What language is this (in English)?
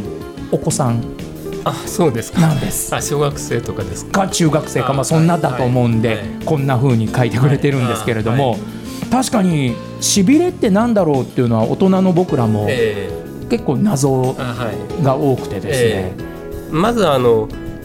Japanese